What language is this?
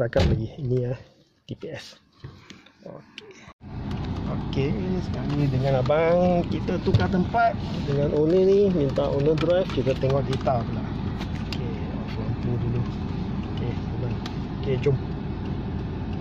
Malay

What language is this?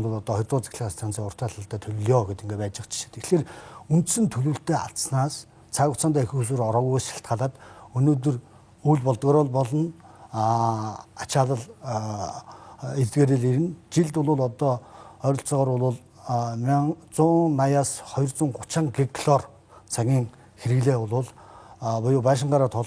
Mongolian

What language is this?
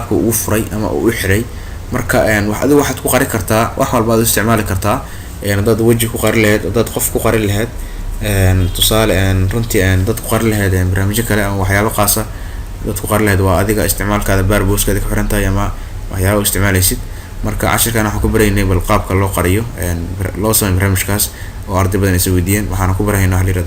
Somali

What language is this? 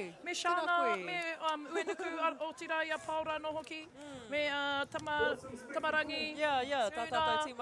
Māori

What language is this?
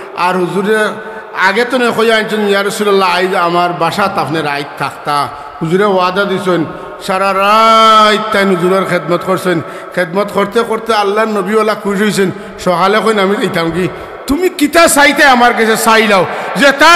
Sylheti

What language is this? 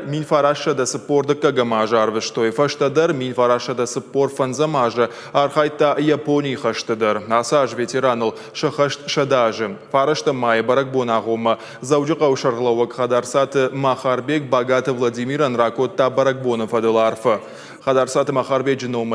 Ossetic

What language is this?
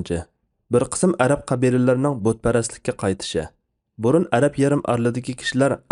Uyghur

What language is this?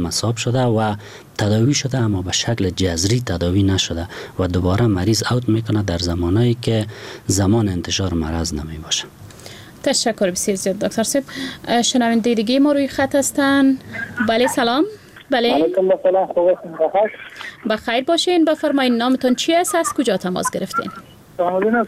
Persian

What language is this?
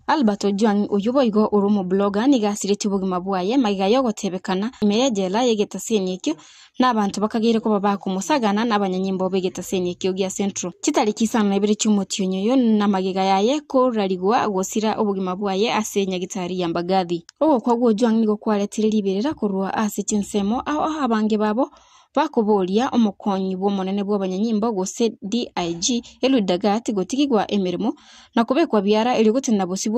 Gusii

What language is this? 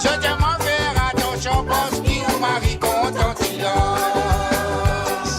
Morisyen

